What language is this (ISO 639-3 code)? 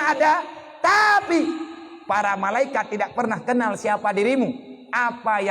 ace